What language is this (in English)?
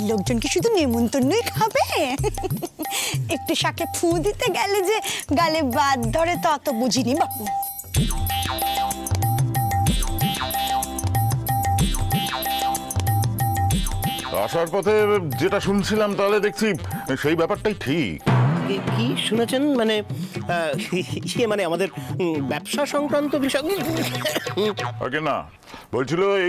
Bangla